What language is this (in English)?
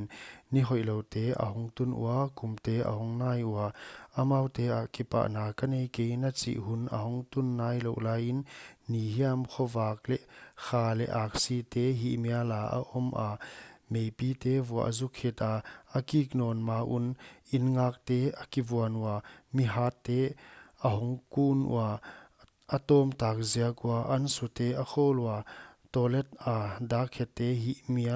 Paite Chin